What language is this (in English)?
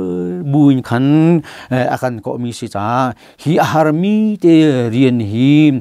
Hakha Chin